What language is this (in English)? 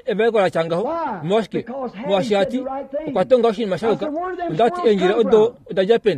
Kuanyama